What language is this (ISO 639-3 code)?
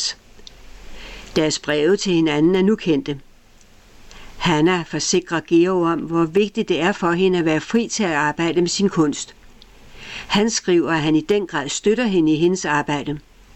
dan